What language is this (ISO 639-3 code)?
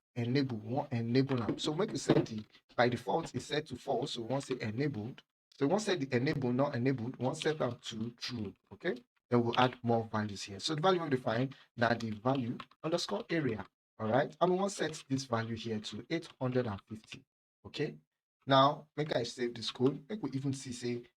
pcm